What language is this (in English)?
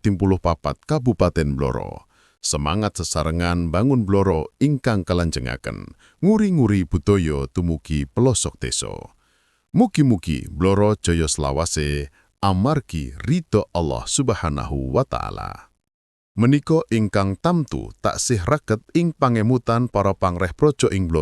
Javanese